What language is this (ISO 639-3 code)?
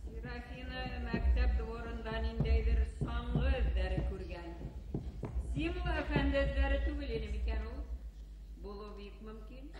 bak